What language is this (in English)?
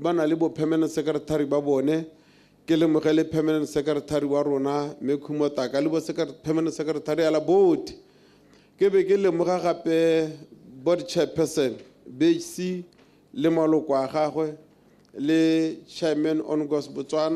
Tswana